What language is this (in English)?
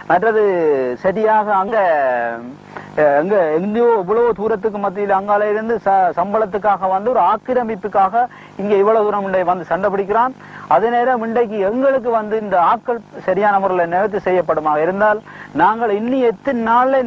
Tamil